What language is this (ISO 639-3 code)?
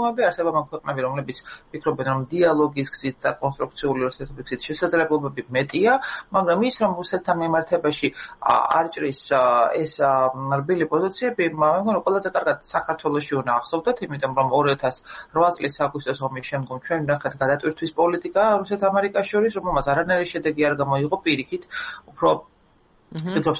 kat